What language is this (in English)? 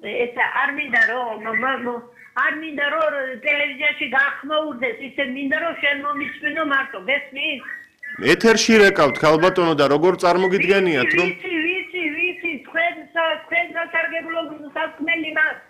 Georgian